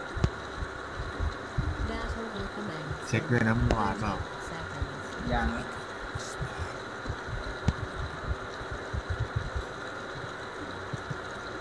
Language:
Thai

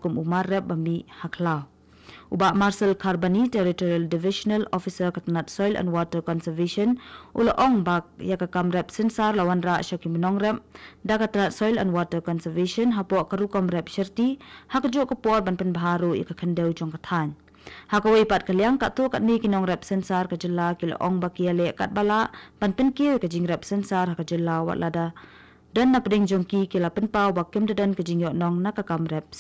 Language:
Khasi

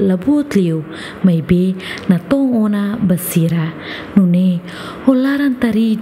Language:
Tetum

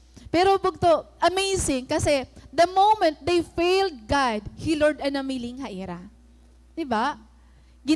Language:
Waray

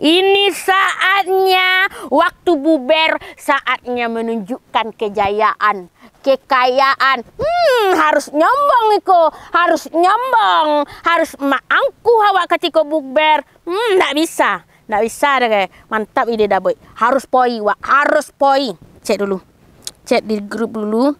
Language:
Minangkabau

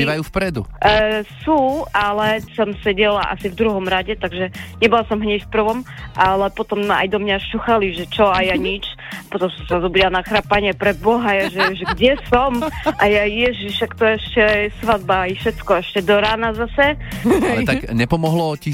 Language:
Slovak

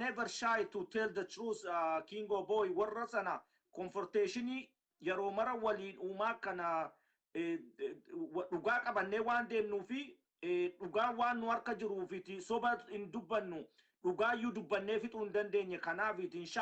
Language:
Oromo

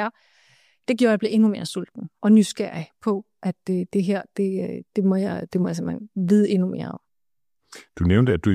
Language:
Danish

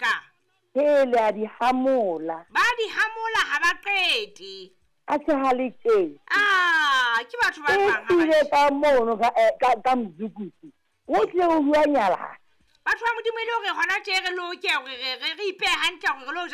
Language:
Southern Sotho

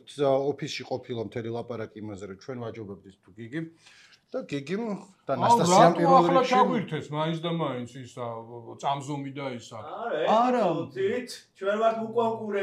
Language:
Georgian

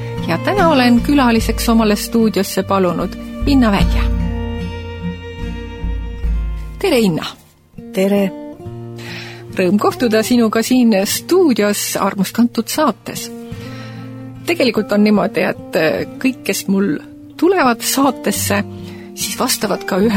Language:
Estonian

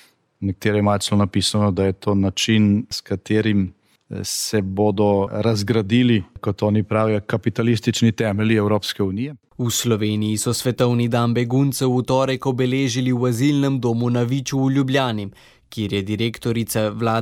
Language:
Slovenian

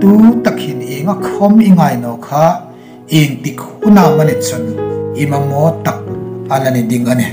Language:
Hmar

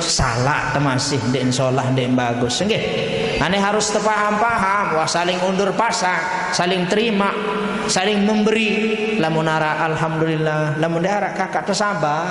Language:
Sasak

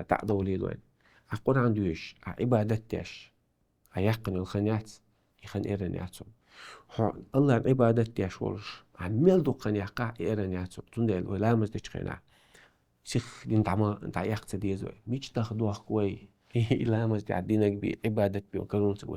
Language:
Chechen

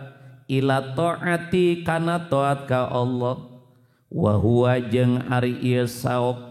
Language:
Sundanese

